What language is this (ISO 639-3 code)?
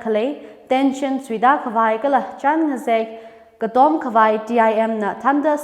nmf